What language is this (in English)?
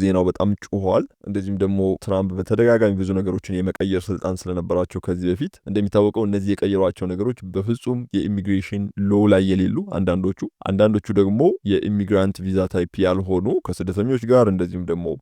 Amharic